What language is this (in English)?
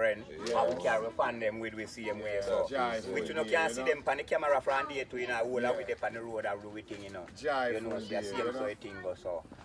Jamaican Creole English